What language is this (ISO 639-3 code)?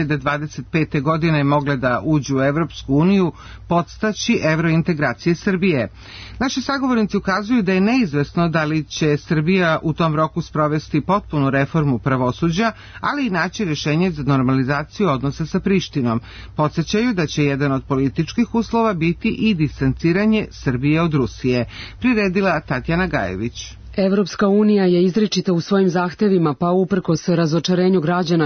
srp